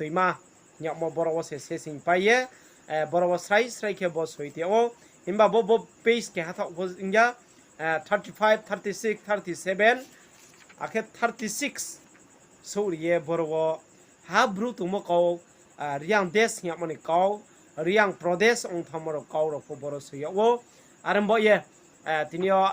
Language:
Riang (India)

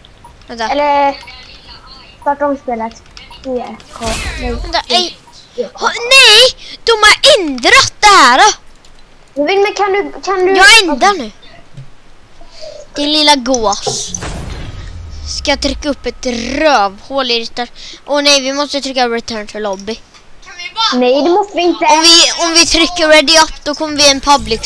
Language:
Swedish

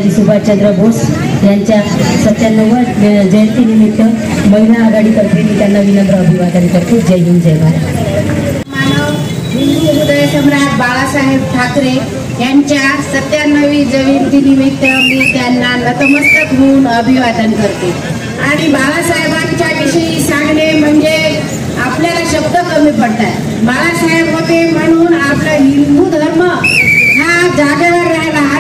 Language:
Marathi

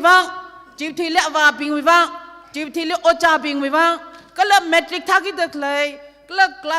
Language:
Tangkhul Naga (India)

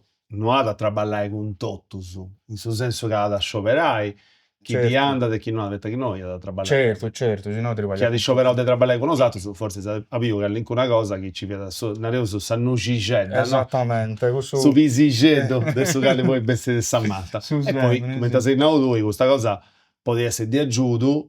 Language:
Sardinian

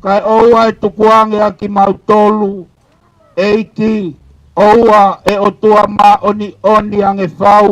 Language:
Tongan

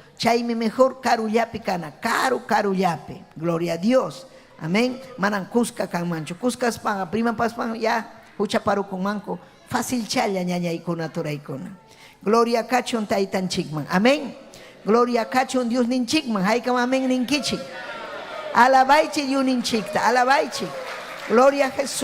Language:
Ayacucho Quechua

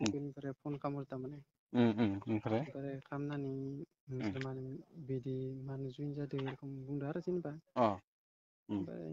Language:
Bodo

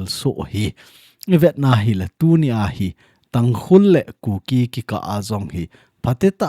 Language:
Thado Chin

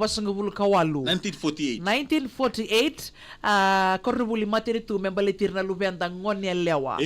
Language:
Fijian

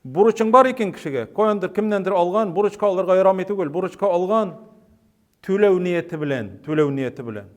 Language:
Tatar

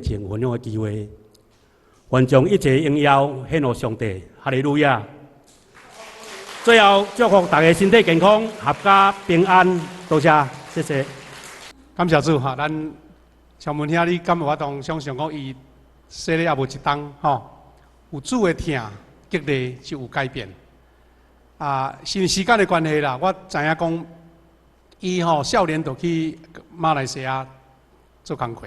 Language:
Min Nan Chinese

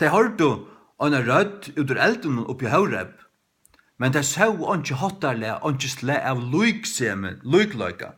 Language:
Faroese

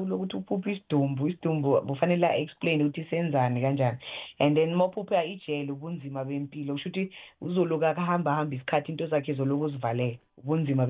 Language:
South Ndebele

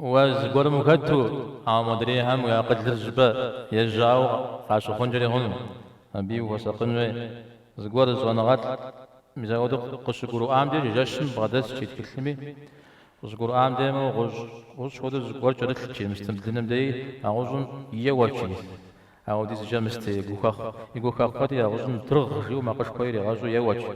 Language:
Kabardian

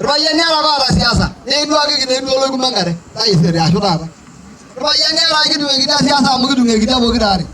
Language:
Masai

